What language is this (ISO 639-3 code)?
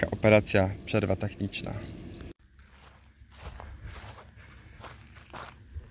pol